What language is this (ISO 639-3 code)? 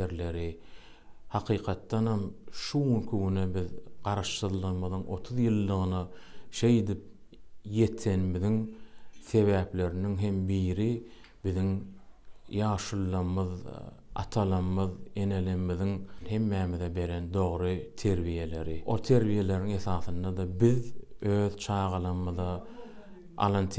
tuk